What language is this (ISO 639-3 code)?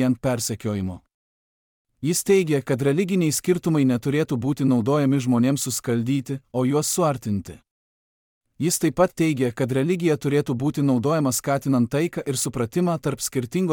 lit